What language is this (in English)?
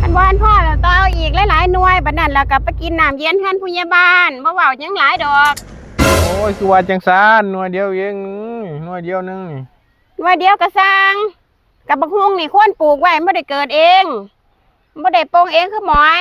Northeastern Thai